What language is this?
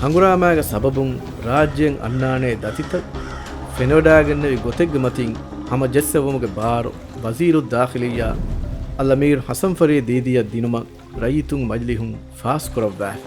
Divehi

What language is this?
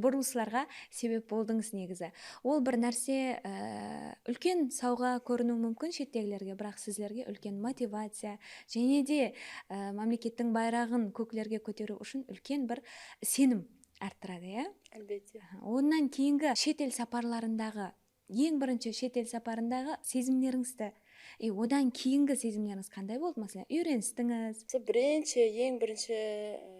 Kara-Kalpak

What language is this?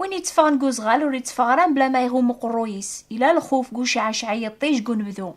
Kabyle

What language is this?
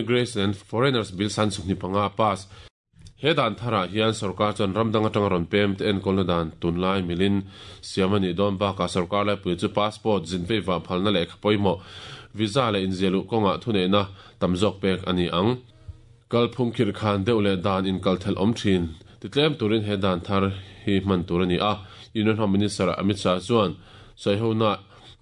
Mizo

